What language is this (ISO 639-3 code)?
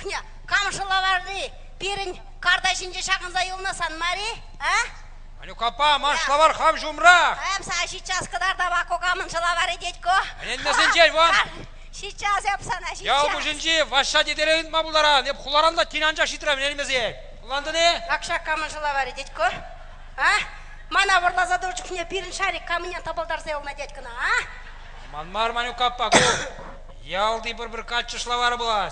chv